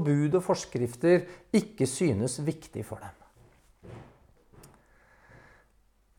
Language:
Norwegian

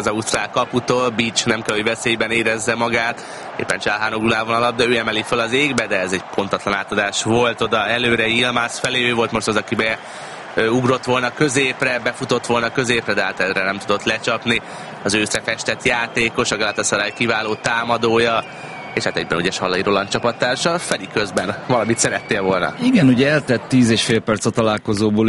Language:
Hungarian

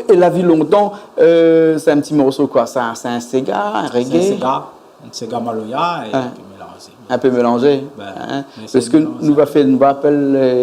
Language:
Réunion Creole French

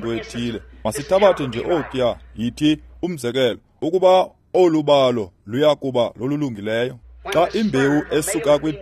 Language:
Xhosa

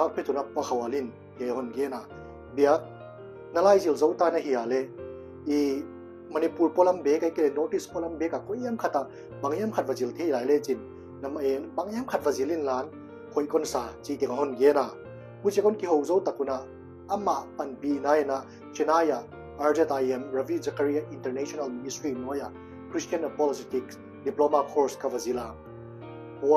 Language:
Paite Chin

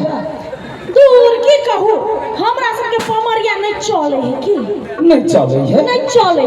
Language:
Maithili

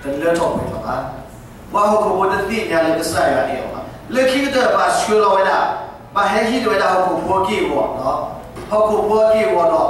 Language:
S'gaw Karen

